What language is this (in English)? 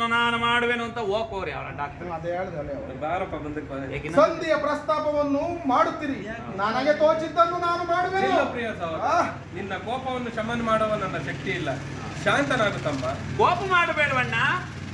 Kannada